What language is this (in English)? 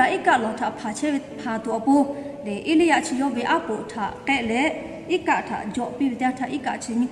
Lahu